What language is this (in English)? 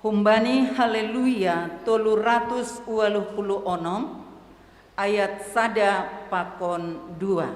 Batak Simalungun